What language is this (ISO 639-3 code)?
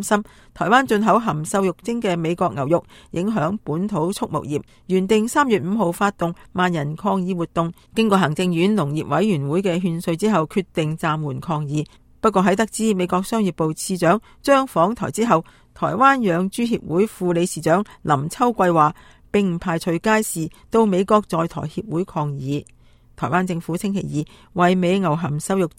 yue